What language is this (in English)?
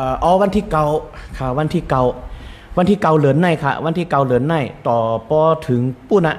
Shan